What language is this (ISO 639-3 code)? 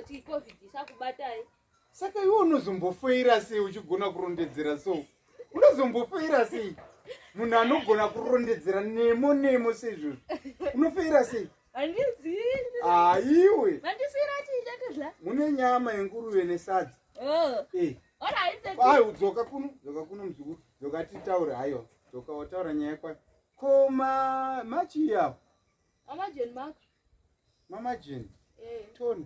sna